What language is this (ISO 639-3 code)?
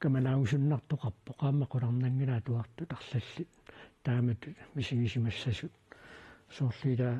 kal